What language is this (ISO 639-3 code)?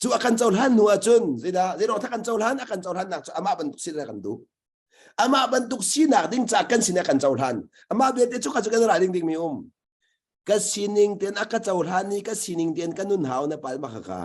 cnh